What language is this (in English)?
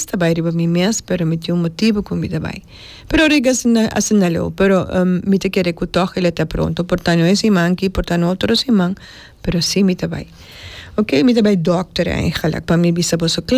Papiamento